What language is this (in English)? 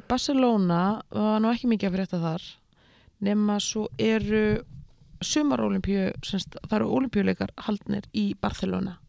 Icelandic